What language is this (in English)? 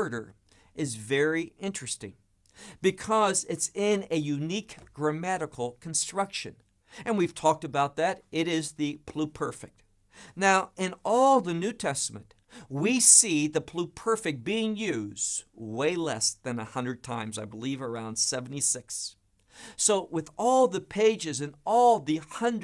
English